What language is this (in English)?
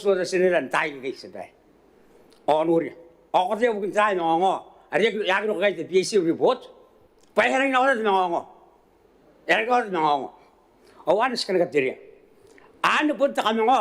Gilbertese